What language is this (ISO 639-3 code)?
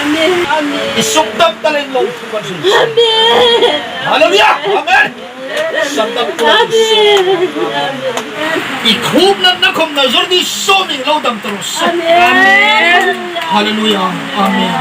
hmr